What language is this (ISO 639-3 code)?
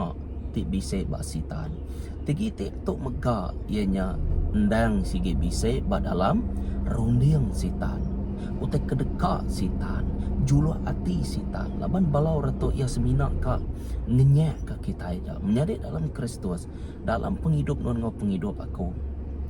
iba